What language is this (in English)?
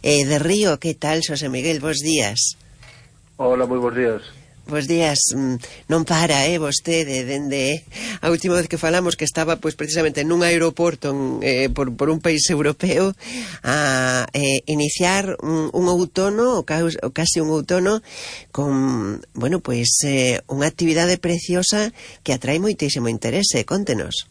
Galician